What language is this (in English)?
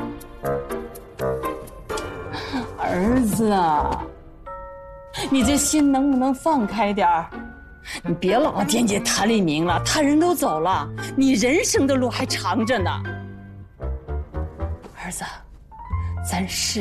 Chinese